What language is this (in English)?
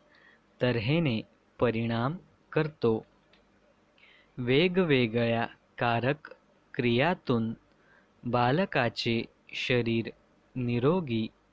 Marathi